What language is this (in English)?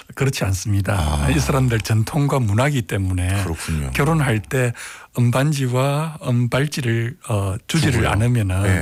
Korean